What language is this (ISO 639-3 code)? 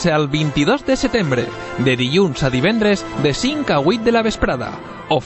cat